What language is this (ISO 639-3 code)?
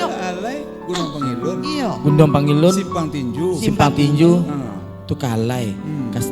min